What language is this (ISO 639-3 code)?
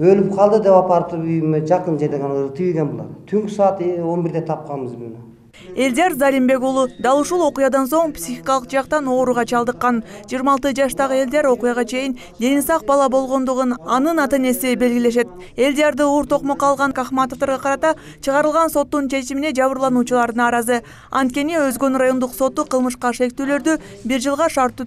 kir